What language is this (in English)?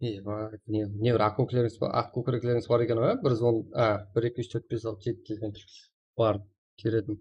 Kara-Kalpak